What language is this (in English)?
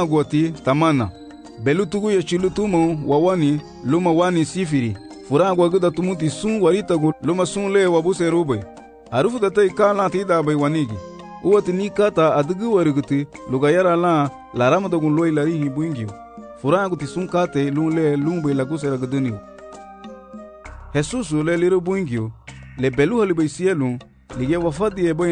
Garifuna